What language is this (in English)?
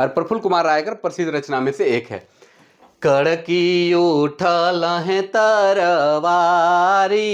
Sadri